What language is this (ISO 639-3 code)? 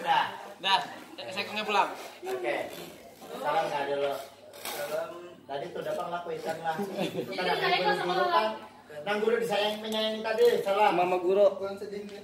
bjn